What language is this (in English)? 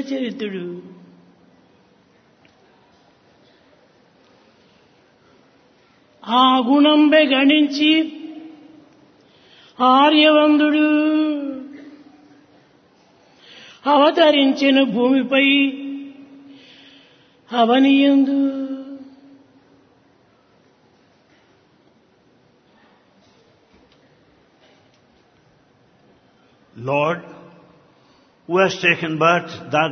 Telugu